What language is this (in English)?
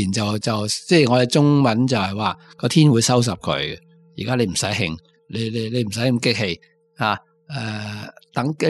Cantonese